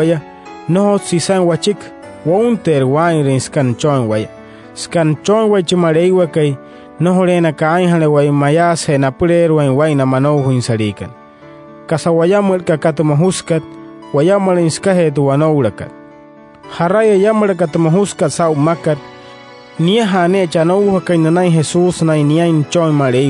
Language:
Wayuu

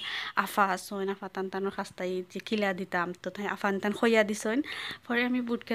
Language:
Sylheti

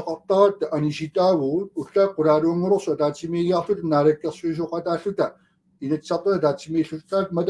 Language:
Kalaallisut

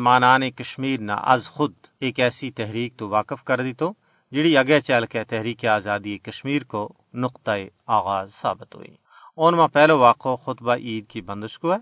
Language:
Gujari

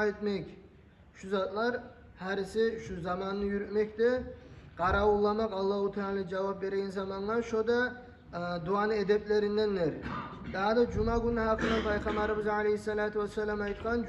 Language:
Kumyk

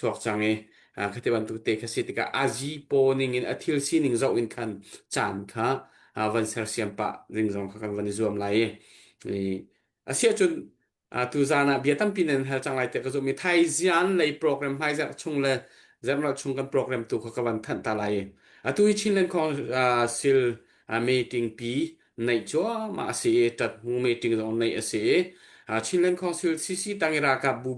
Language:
Hakha Chin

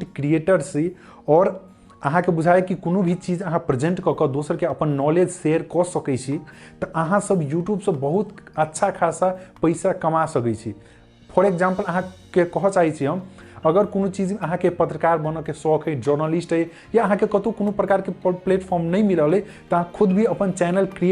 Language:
Maithili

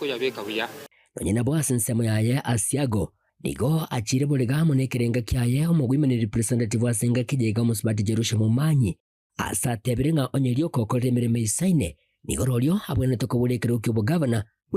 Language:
Gusii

